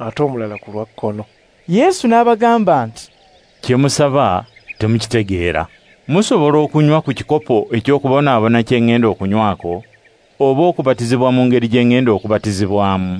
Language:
Ganda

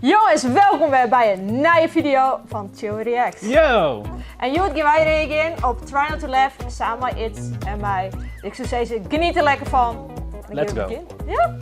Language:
Western Frisian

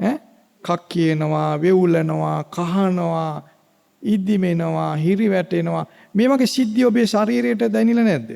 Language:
Sinhala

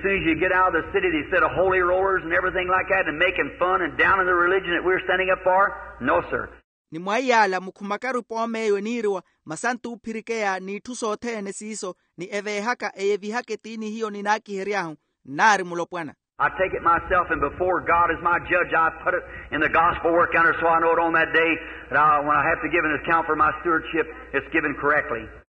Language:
Makhuwa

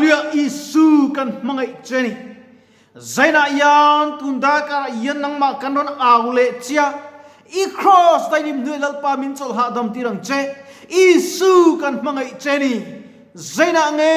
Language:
Mizo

